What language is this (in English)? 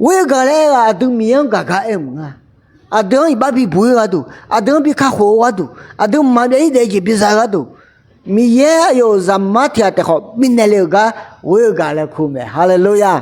Akha